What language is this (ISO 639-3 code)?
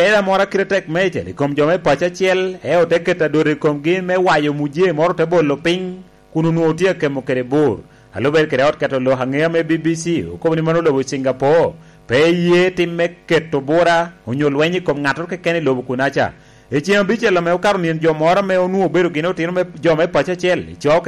laj